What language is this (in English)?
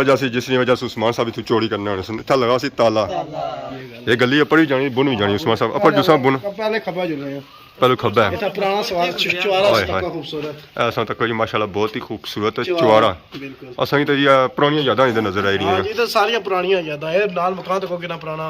Pahari-Potwari